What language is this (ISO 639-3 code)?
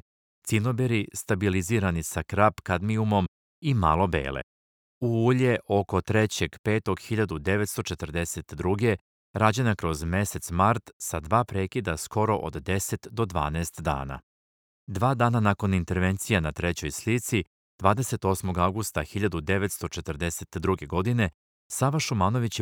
srp